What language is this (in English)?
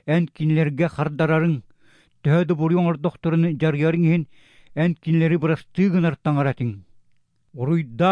Yakut